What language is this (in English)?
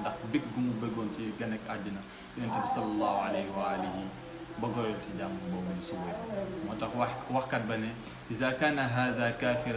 Wolof